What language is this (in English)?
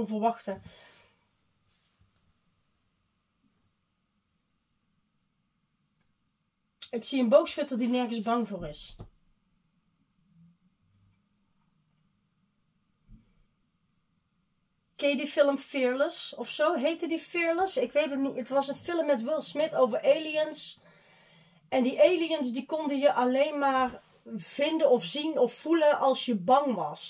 Dutch